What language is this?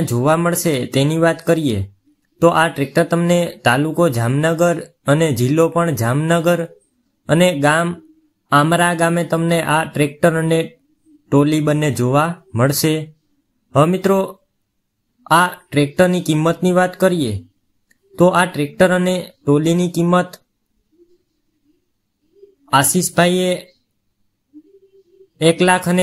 Gujarati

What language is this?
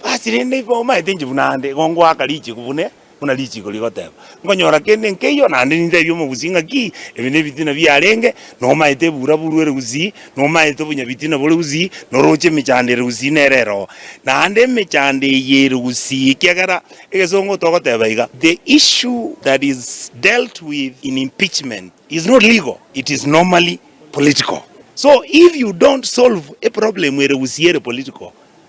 Gusii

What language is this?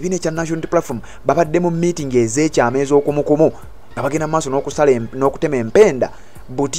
Ganda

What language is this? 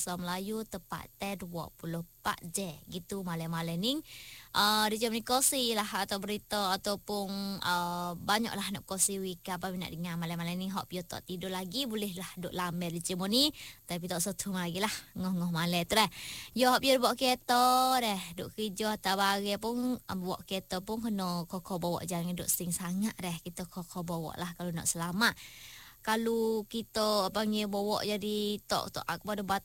Malay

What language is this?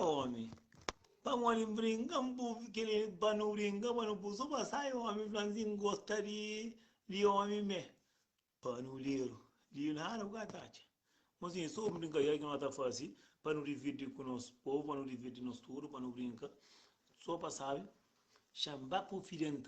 Kabuverdianu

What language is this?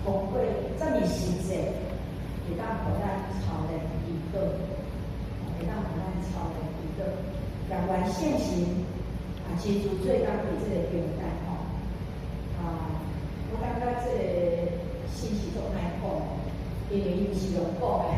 Min Nan Chinese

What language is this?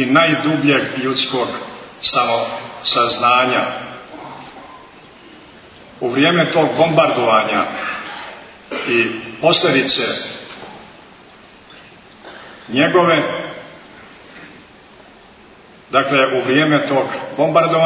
Serbian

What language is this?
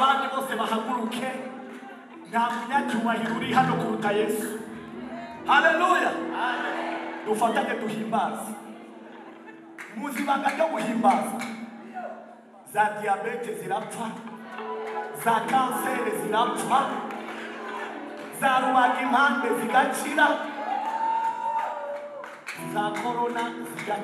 Kinyarwanda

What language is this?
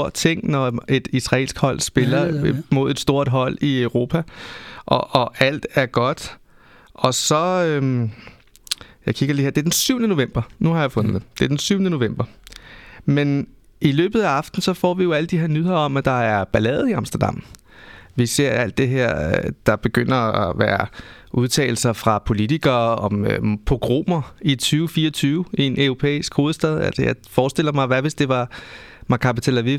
Danish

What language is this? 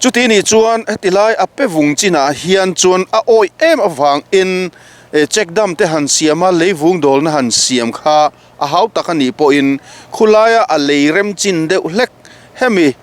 Mizo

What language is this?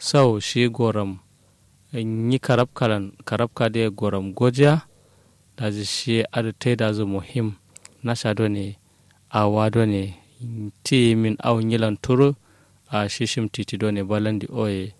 Kanuri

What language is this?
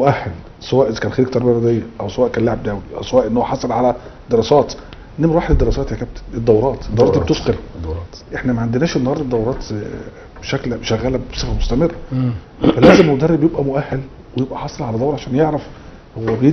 Egyptian Arabic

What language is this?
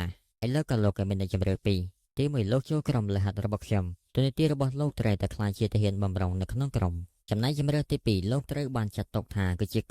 Khmer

